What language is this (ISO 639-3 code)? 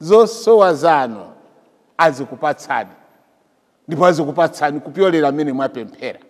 nya